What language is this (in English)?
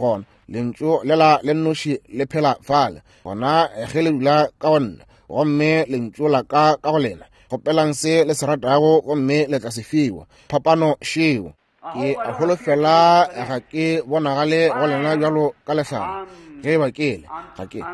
Northern Sotho